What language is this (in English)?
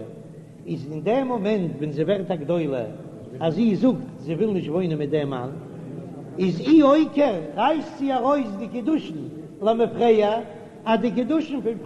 Yiddish